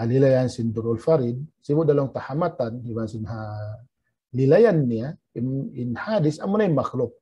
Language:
Tausug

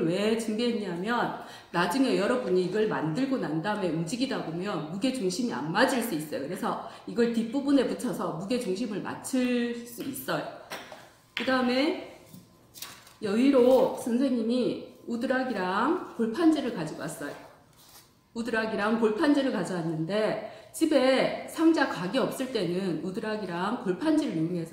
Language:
Korean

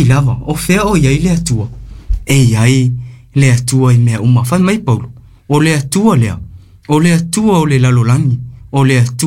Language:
Samoan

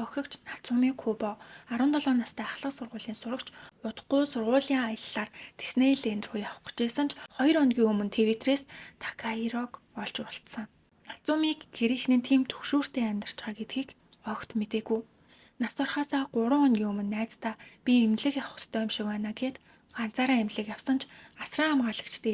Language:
Mongolian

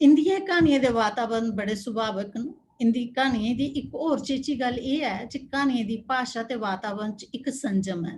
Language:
Dogri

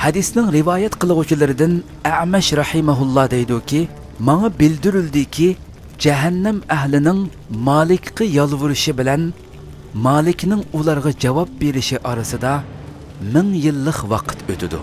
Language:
Uyghur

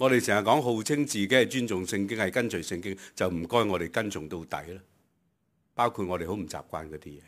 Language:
Cantonese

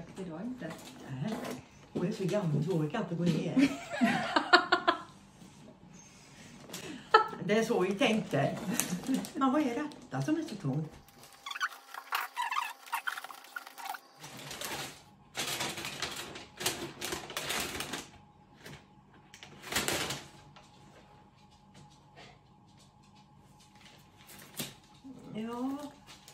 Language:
Swedish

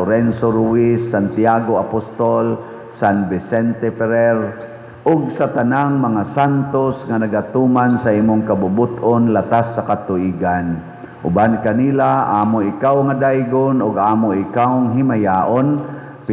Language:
Cebuano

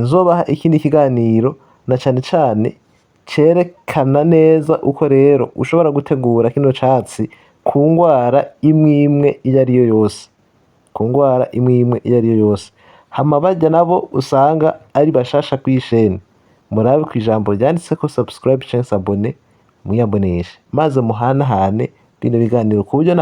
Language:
Rundi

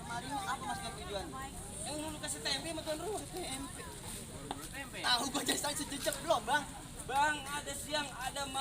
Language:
Betawi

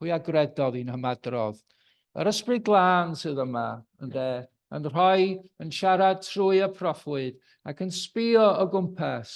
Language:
Welsh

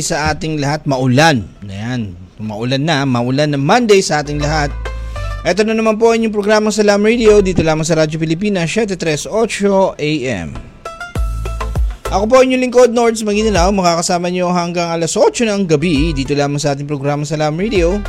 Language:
Filipino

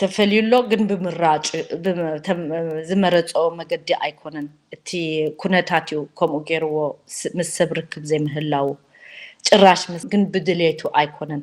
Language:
Tigrinya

